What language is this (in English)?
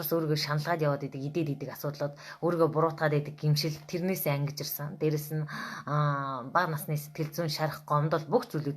Mongolian